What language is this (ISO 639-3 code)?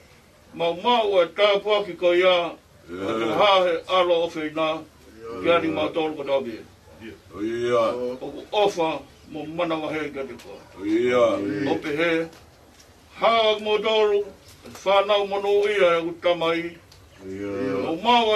ton